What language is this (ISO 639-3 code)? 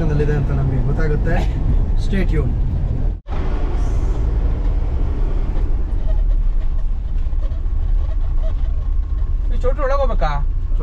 kan